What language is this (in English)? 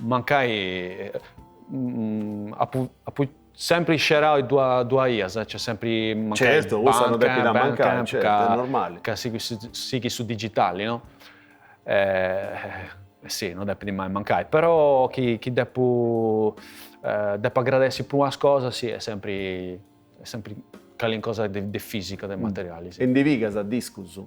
Sardinian